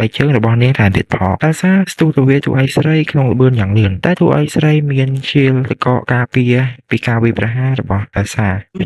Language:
Khmer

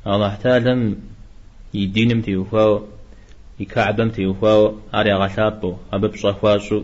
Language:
Kabardian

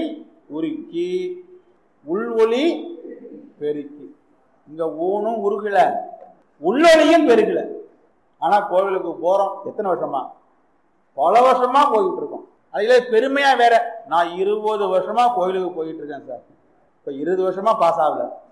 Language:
Tamil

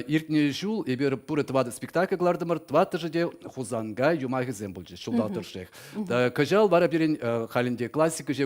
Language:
Chuvash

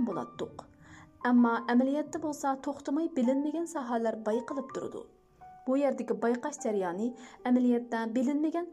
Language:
Uyghur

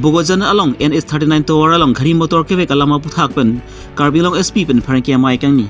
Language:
Karbi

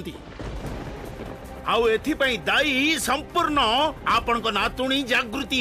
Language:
Odia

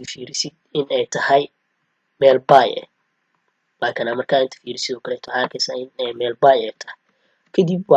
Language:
Somali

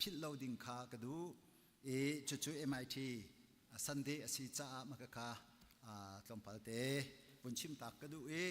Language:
Hakha Chin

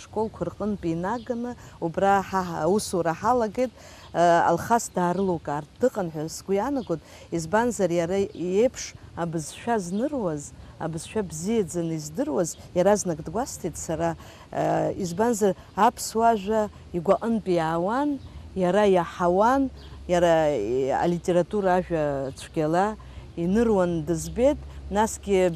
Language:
Abkhazian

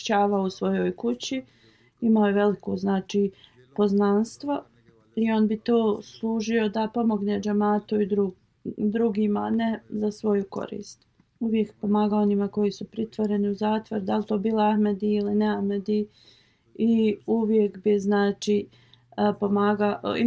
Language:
Bosnian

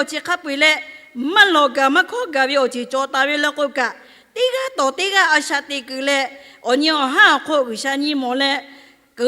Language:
Lahu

